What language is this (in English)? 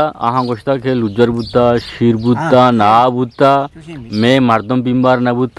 Eastern Balochi